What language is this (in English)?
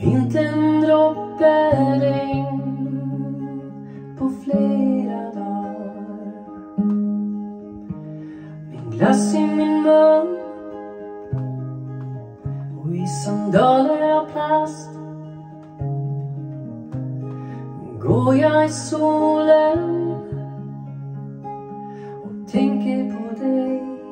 Swedish